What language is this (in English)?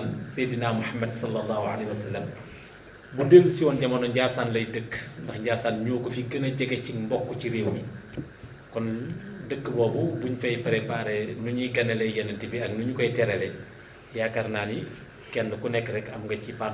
Wolof